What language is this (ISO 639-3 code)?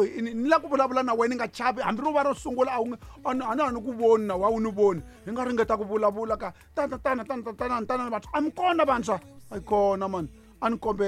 tso